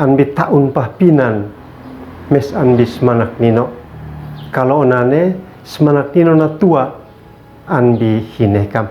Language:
Uab Meto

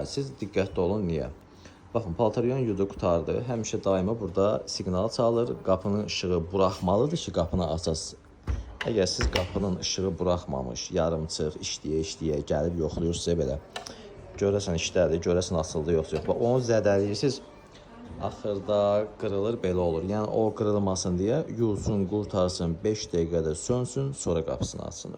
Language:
Azerbaijani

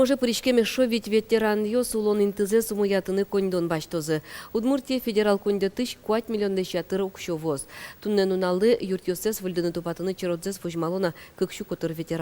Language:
Udmurt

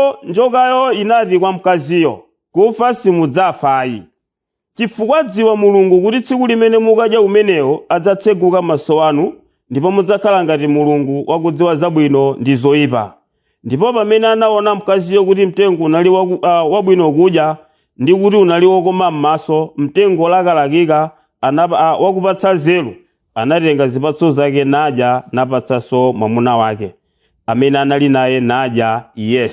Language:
Nyanja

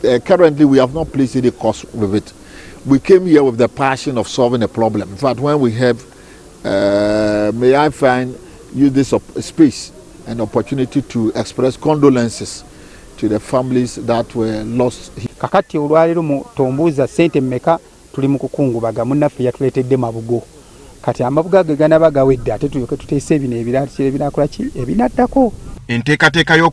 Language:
Ganda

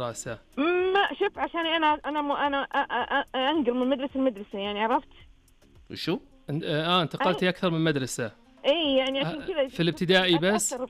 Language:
Najdi Arabic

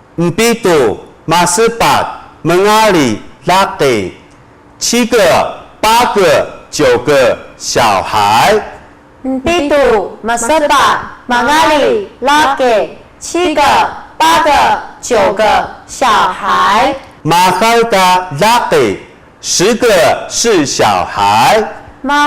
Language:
Taroko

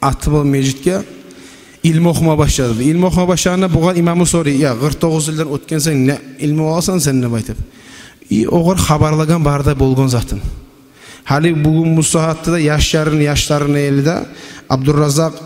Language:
Kumyk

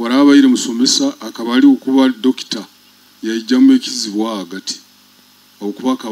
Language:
Nyoro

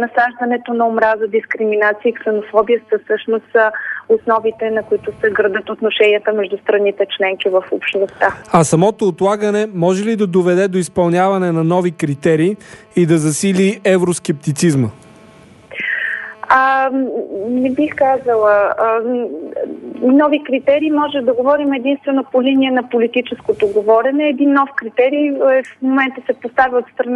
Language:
Bulgarian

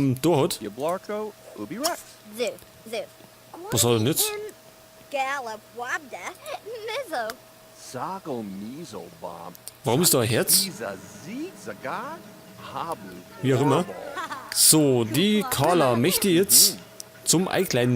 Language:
Bavarian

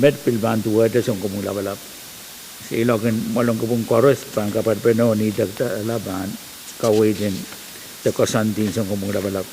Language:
Pohnpeian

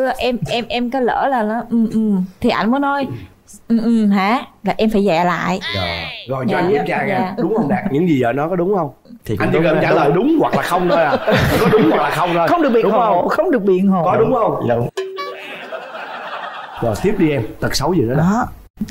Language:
Vietnamese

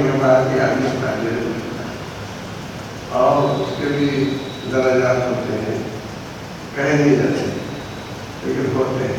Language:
Urdu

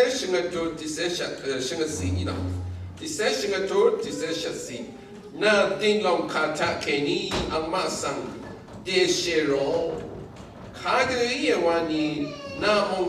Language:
Rawang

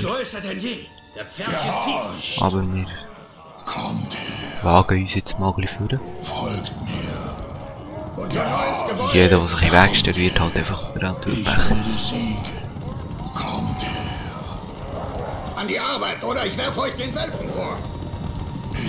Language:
Swiss German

